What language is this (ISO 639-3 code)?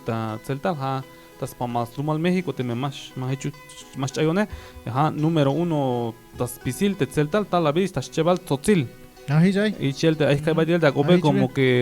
tzh